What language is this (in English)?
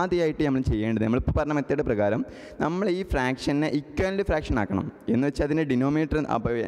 Malayalam